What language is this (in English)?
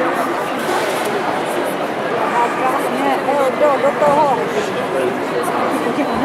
Czech